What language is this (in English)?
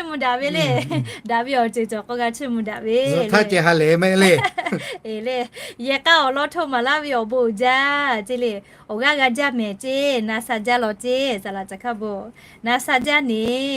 Lahu